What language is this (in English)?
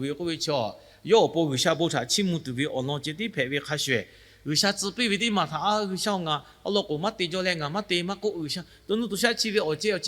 Lahu